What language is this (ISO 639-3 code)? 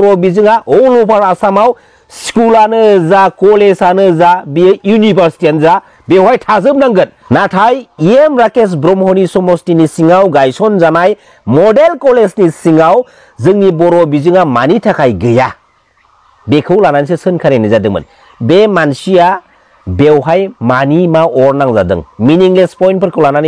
brx